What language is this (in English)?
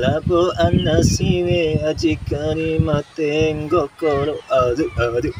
Bima